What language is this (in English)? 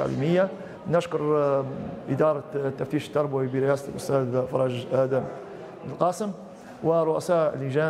Arabic